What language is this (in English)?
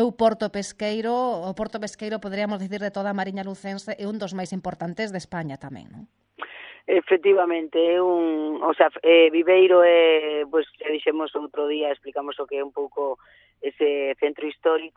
Galician